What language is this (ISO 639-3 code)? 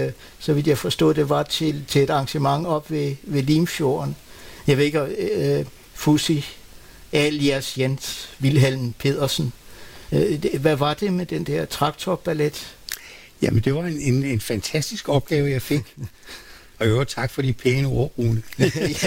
dan